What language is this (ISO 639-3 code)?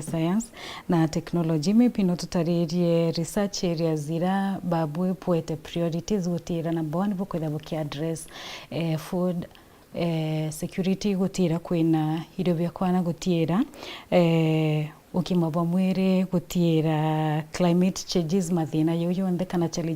mer